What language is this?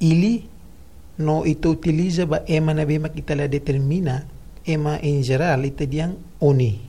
Tetum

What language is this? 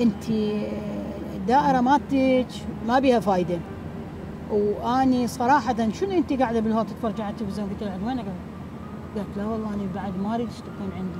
Mesopotamian Arabic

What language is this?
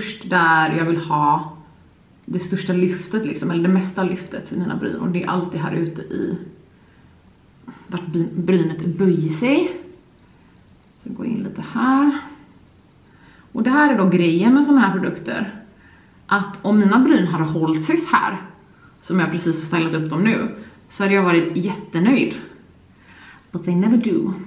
Swedish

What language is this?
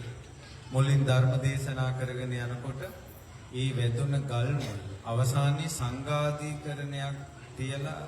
Sinhala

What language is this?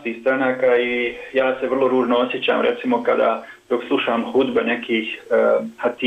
Bosnian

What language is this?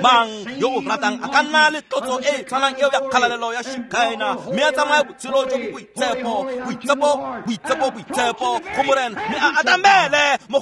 Tswana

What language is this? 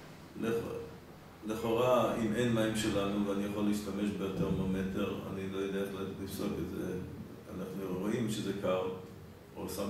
Hebrew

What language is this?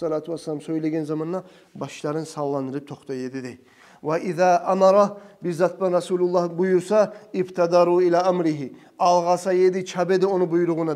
Kumyk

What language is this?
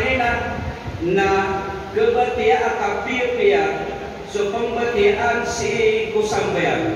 Maranao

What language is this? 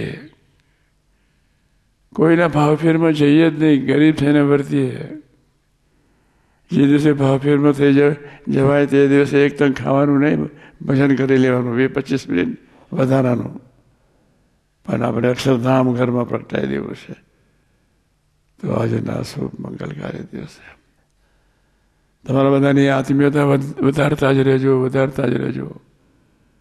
Gujarati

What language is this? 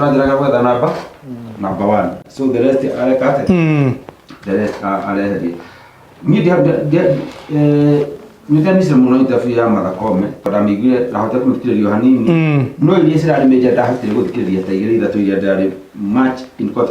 Kikuyu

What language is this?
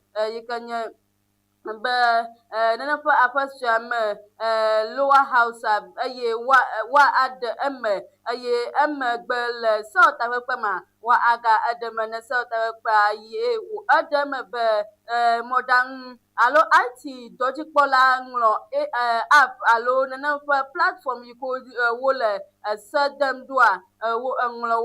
Ewe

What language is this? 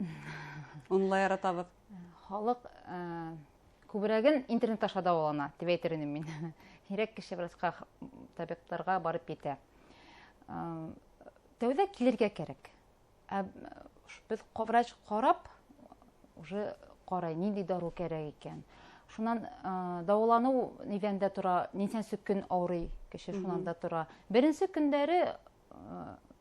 Bashkir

